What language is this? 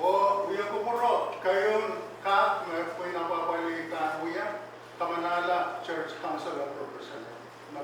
Pohnpeian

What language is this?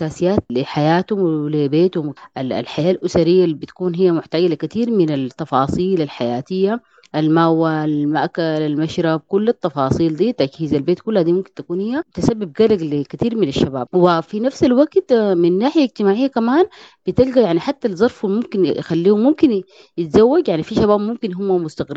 Sudanese Arabic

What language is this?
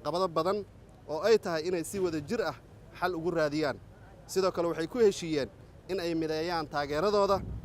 Somali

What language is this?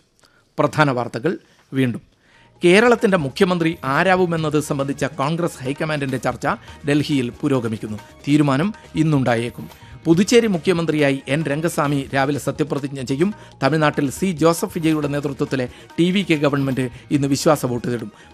Malayalam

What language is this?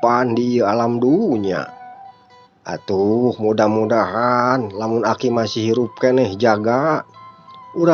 Sundanese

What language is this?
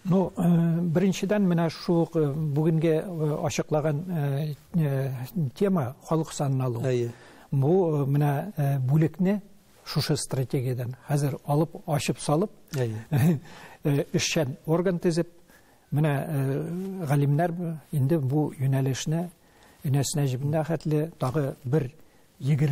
Tatar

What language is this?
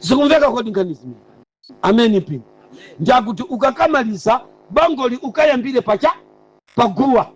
Nyanja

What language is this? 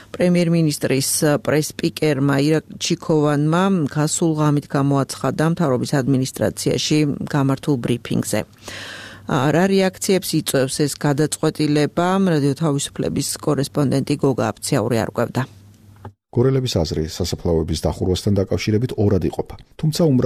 Georgian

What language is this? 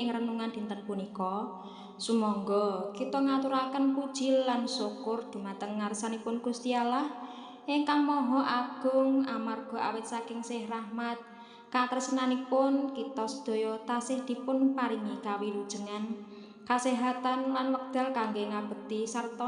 Javanese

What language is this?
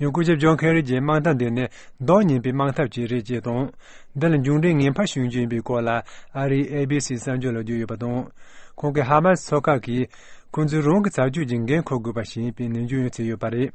Tibetan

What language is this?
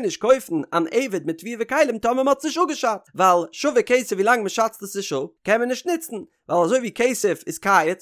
Yiddish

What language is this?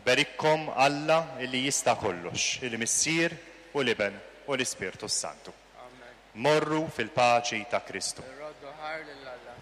Maltese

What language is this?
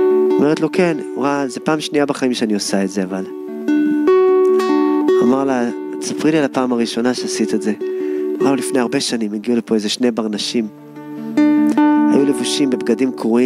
Hebrew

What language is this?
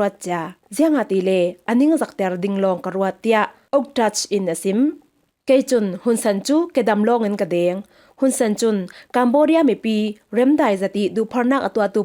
Falam Chin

